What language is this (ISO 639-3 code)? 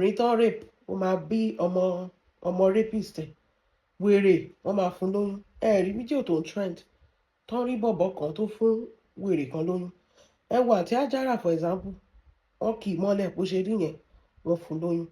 yor